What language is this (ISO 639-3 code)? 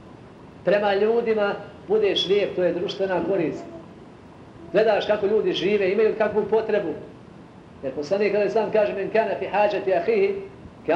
bos